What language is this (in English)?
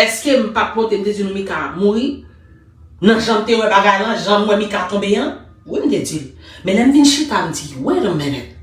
Haitian Creole